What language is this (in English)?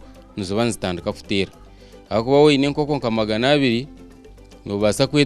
Nyankole